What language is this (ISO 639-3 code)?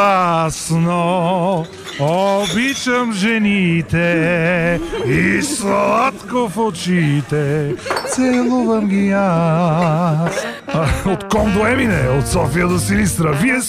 bul